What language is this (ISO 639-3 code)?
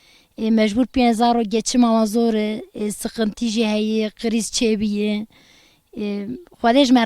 kur